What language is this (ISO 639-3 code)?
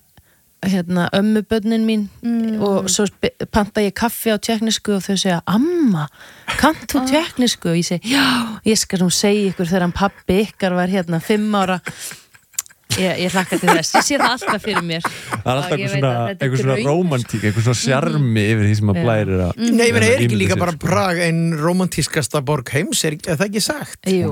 isl